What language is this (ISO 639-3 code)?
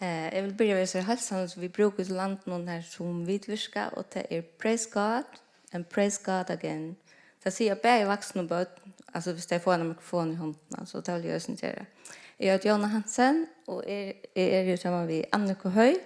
fao